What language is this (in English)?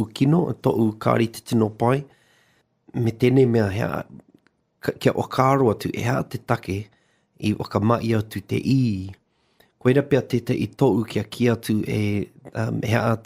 Māori